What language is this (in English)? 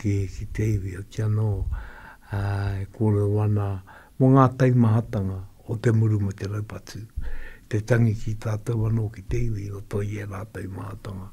Māori